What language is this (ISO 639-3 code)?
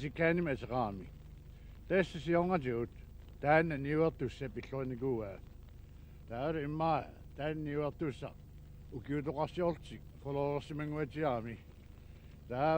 kal